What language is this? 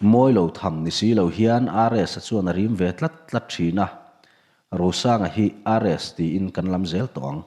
Mizo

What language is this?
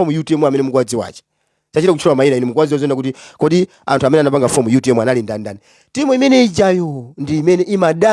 Nyanja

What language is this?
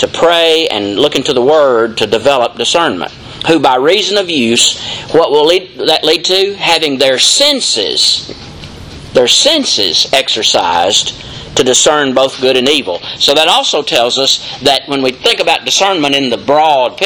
English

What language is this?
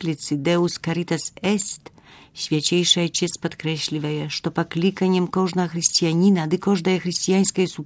Belarusian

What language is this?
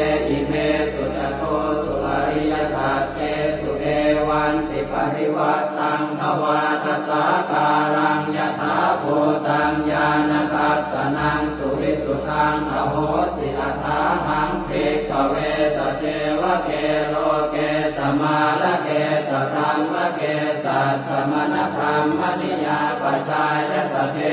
Pali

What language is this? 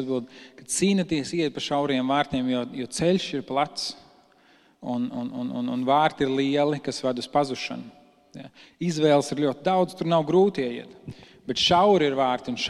Latvian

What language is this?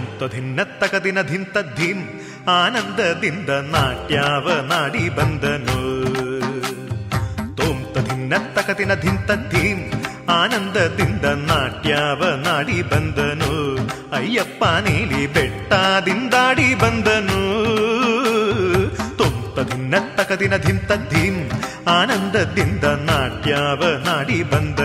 Kannada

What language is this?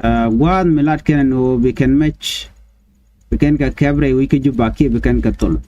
Nuer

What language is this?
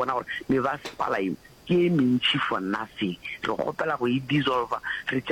Northern Sotho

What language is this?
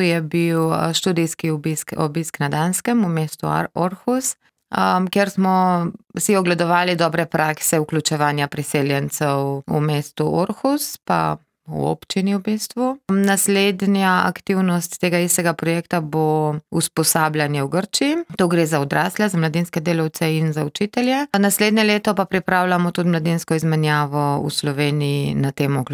Slovenian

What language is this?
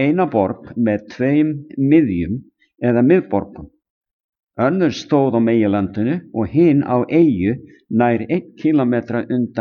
Icelandic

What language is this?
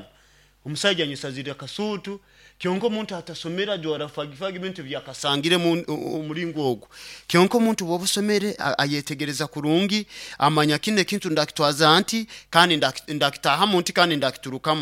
Nyoro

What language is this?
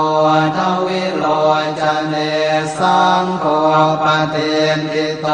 Pali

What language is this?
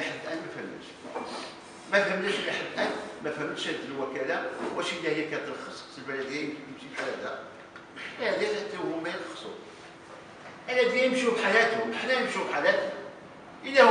Moroccan Arabic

